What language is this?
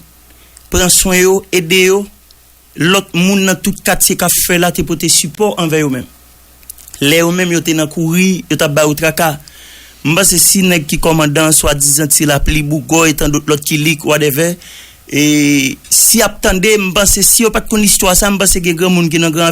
Haitian Creole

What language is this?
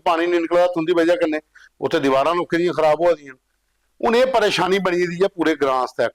Dogri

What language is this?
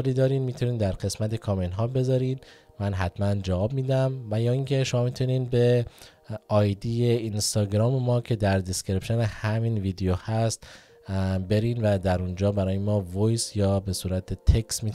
Persian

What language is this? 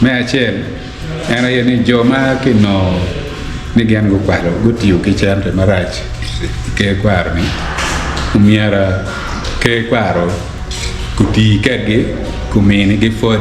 Acoli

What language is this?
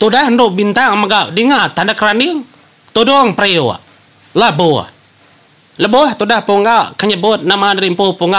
Iban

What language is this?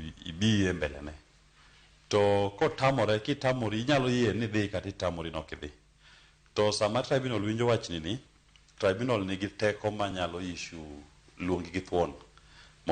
Luo (Kenya and Tanzania)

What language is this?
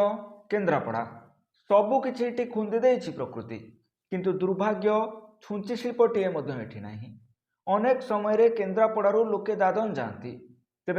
Odia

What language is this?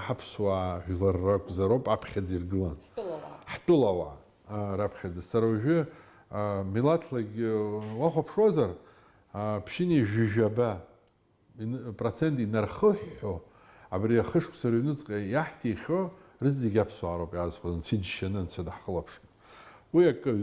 Abkhazian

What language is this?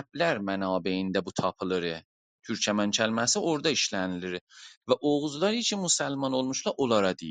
South Azerbaijani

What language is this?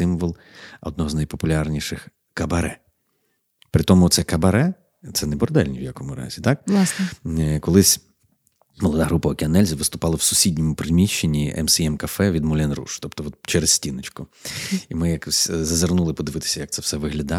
Ukrainian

